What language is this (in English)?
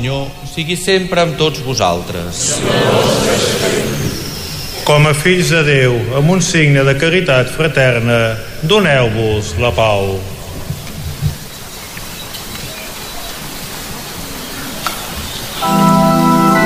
Catalan